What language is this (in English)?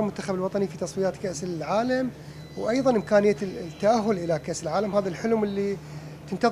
Mesopotamian Arabic